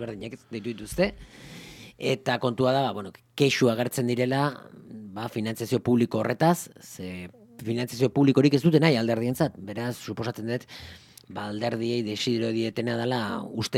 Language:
Basque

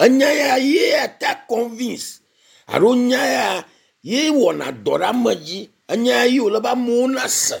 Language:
Ewe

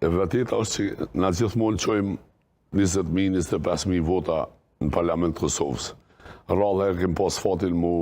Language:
Albanian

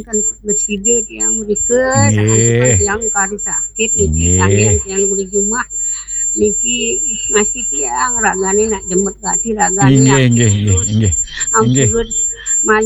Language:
Balinese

